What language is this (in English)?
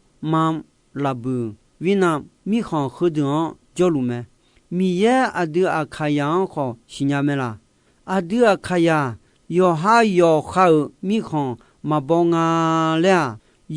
Akha